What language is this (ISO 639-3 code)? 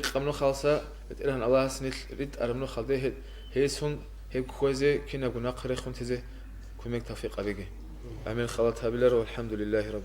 ava